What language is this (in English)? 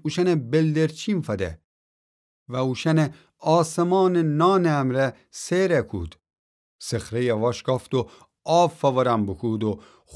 Gilaki